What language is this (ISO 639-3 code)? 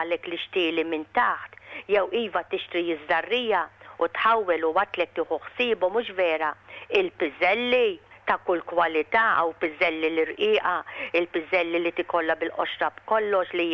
mlt